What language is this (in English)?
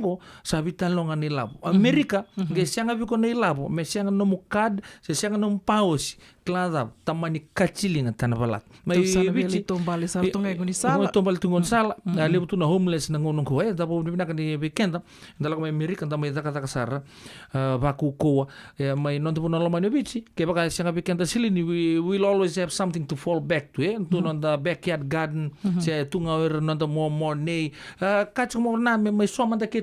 Fijian